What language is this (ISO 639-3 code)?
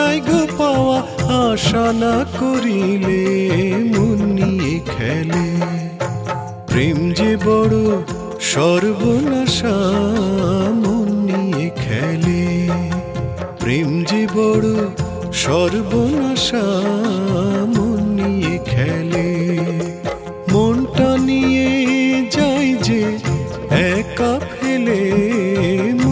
ben